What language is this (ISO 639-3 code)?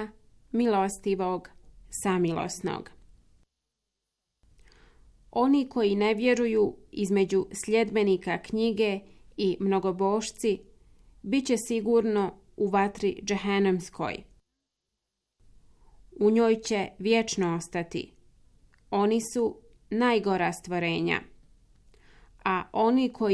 bos